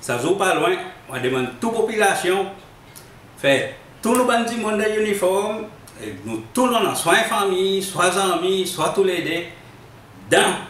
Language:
Seselwa Creole French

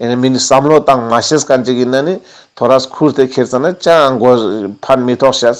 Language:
Ladakhi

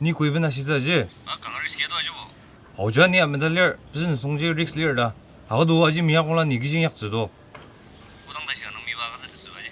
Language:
Ao Naga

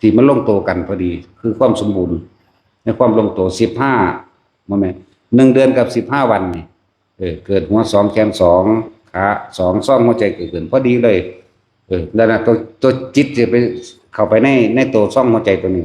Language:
Northeastern Thai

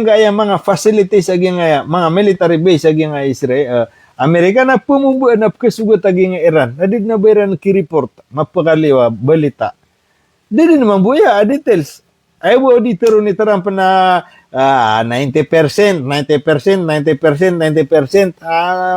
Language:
Maranao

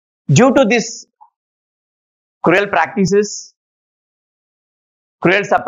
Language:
Telugu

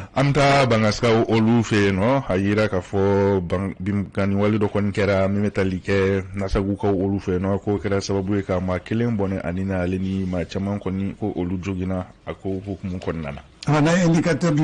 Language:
Bambara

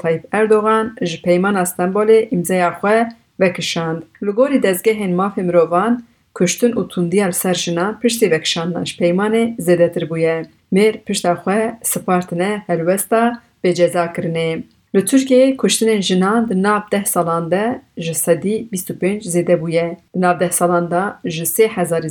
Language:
Kurdish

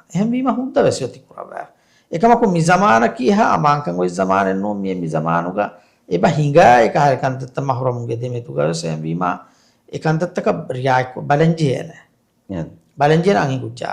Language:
Divehi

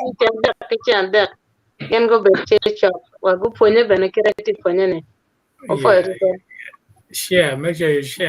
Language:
Acoli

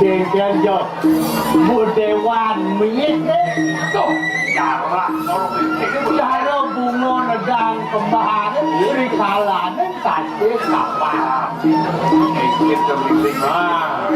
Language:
Balinese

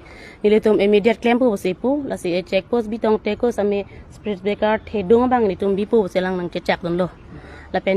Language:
Karbi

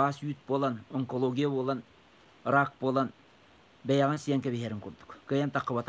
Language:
Yakut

